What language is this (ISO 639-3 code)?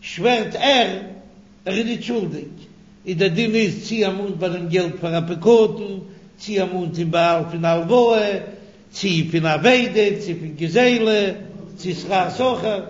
yid